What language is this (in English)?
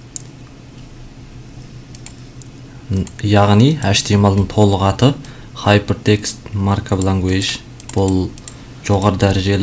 Kazakh